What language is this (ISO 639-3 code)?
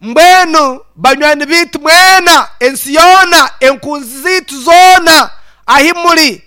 nyn